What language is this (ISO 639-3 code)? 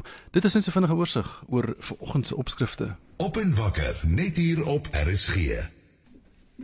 afr